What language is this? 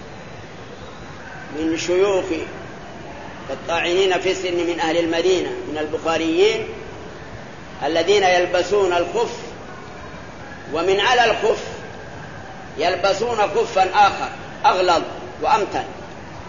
Arabic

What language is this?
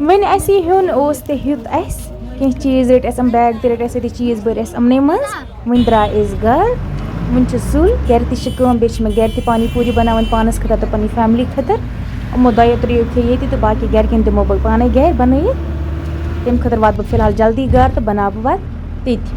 Kashmiri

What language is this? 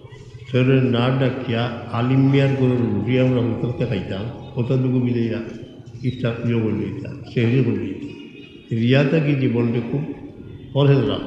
Sylheti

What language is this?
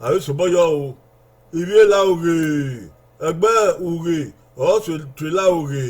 Bini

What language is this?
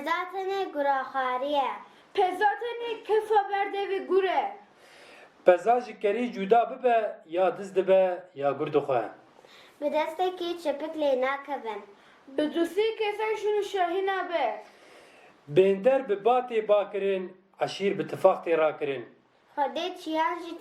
Kurdish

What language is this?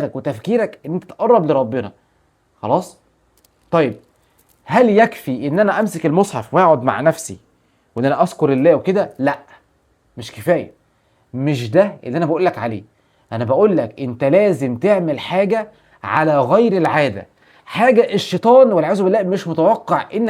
Egyptian Arabic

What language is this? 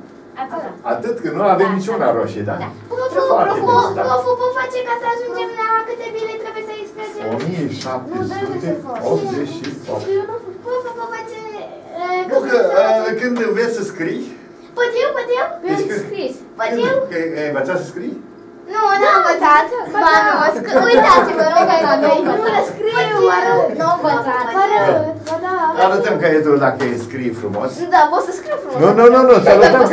Romanian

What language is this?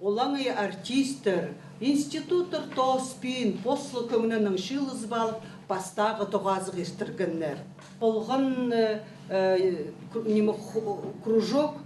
Khakas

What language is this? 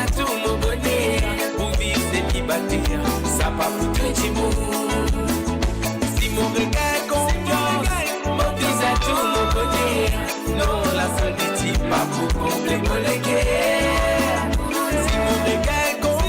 Morisyen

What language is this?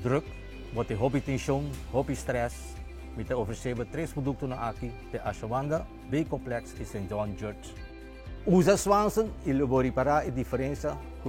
Papiamento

